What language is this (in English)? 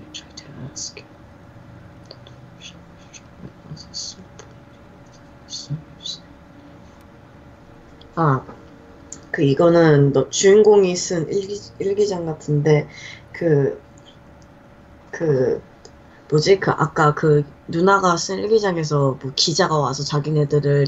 Korean